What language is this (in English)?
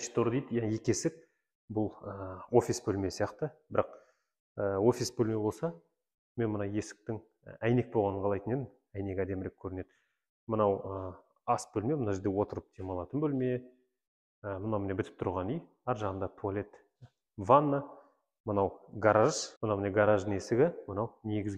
Kazakh